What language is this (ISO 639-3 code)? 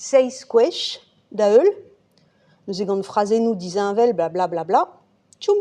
bre